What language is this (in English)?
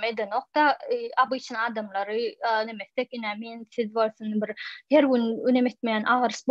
Turkmen